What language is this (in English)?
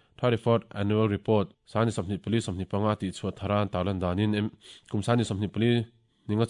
Mizo